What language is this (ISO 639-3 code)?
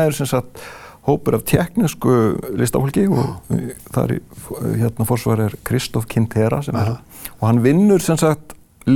isl